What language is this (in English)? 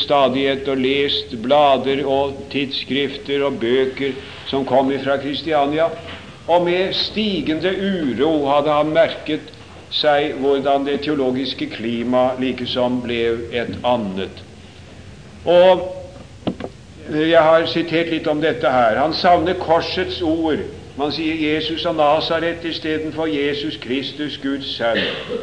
Norwegian